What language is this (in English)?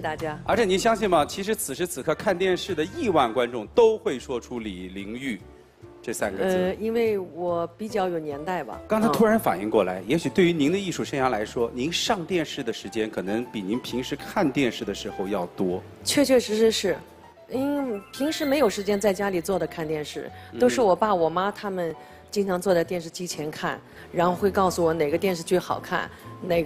Chinese